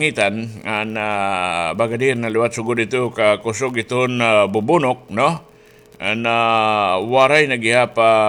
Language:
Waray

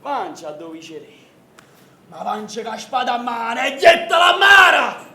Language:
Neapolitan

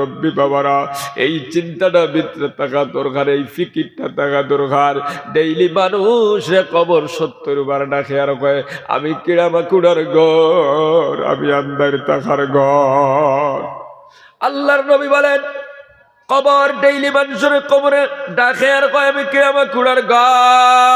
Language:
Sylheti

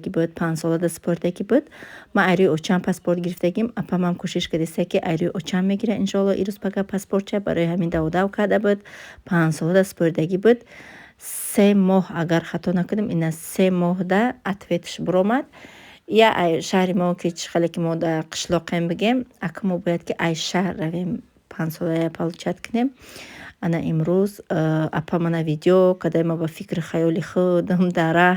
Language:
Tajik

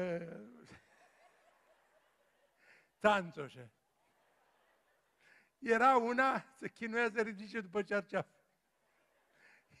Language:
Romanian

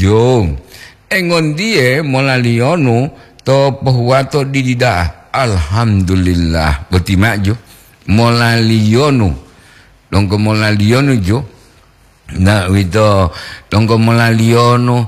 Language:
Gorontalo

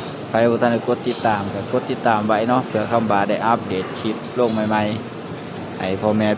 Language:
Northeastern Thai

